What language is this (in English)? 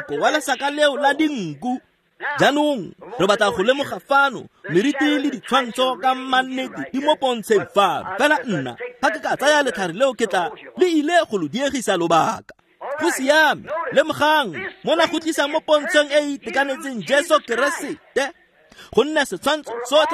Tswana